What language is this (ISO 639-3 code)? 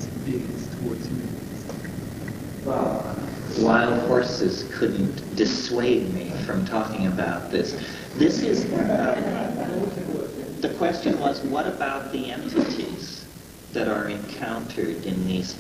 eng